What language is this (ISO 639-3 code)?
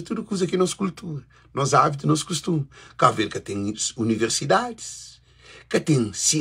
kea